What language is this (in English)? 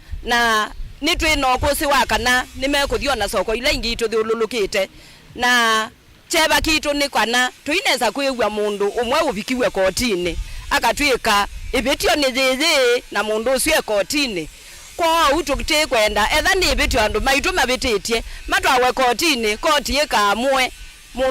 Kamba